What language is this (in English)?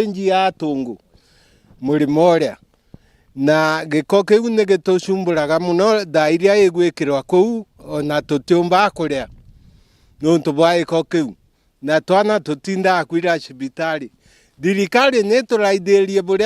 Meru